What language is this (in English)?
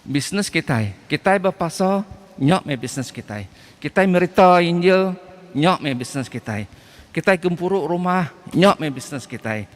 Iban